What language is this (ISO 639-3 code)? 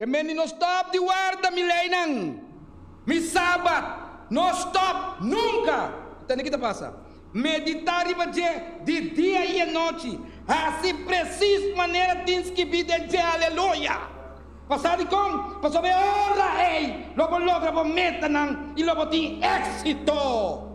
pap